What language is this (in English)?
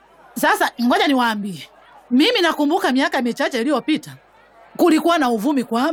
Swahili